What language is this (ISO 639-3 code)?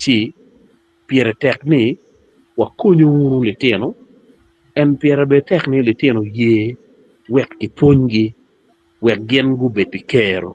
ach